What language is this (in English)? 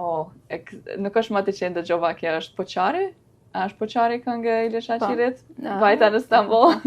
Albanian